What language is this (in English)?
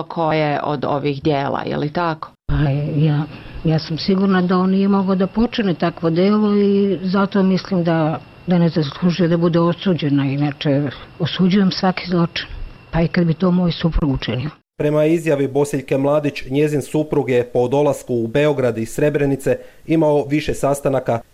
Bosnian